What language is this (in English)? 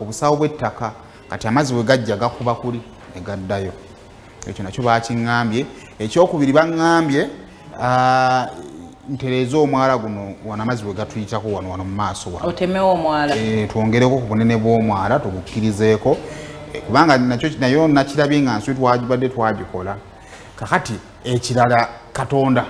Ganda